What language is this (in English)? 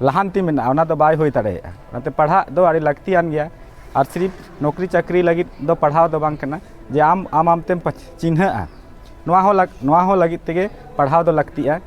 Santali